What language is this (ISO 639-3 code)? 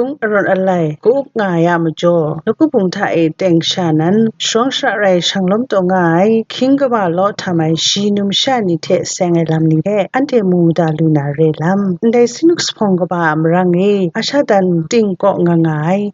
kac